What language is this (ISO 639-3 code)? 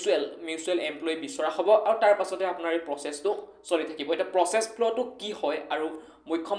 asm